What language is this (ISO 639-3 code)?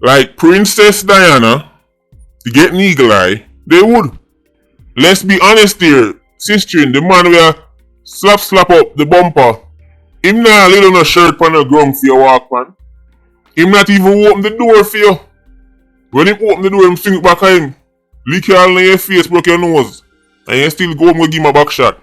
jam